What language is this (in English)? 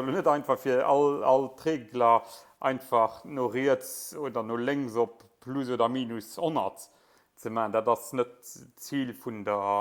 Luxembourgish